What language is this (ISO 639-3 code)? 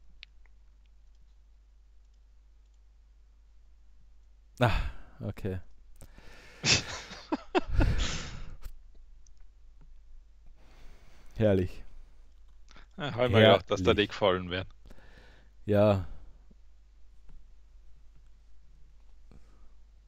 deu